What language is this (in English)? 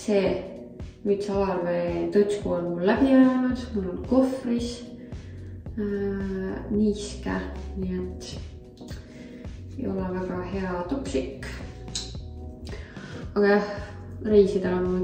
Estonian